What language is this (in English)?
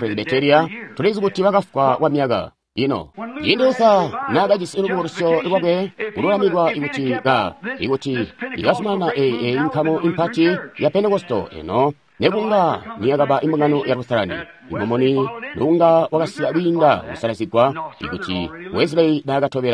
Tonga (Zambia)